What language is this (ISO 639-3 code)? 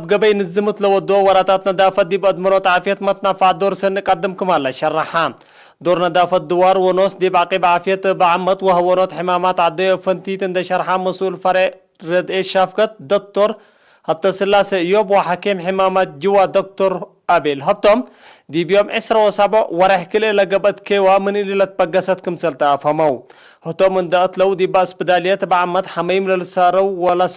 tig